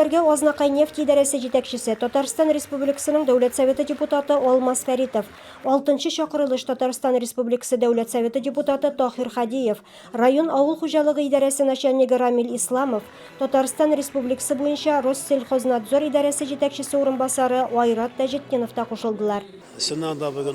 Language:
Tatar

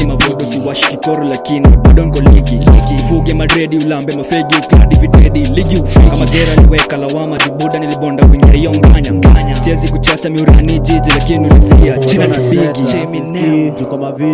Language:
Swahili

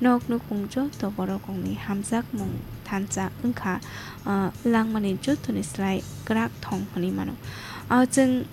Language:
Kok Borok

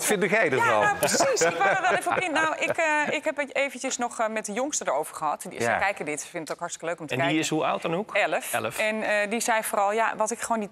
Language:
Dutch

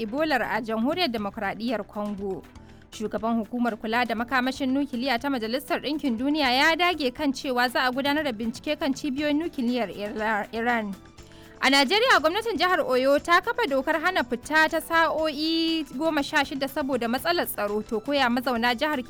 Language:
Hausa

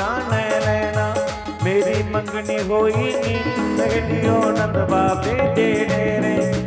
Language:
Dogri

